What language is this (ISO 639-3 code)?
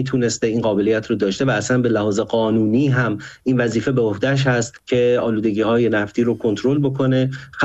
fas